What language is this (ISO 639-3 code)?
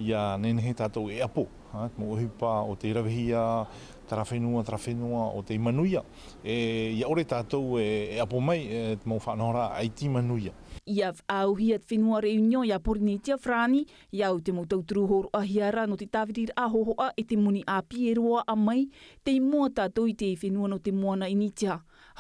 tah